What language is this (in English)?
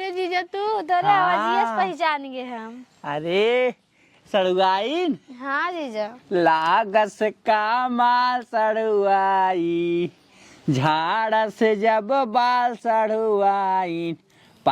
Awadhi